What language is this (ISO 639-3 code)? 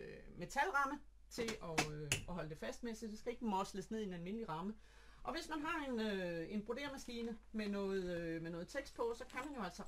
dan